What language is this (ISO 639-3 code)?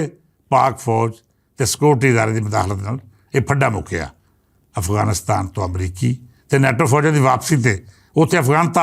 lah